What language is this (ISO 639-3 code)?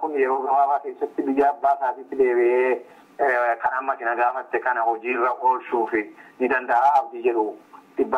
orm